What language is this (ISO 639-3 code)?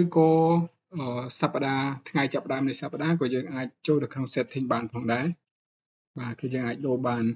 khm